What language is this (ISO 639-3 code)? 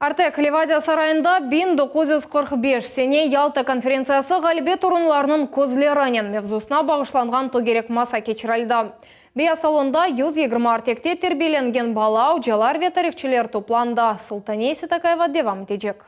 crh